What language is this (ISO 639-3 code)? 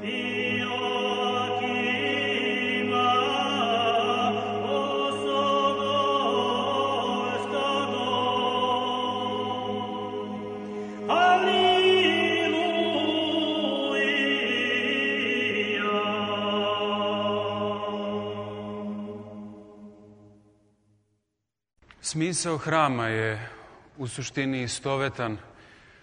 srp